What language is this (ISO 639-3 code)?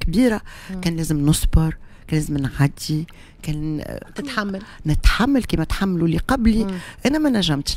aeb